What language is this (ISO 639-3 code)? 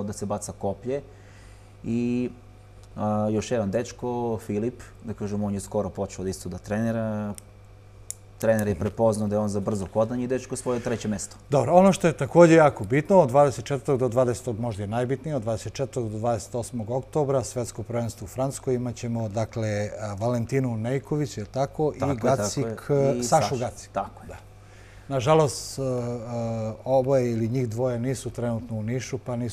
srp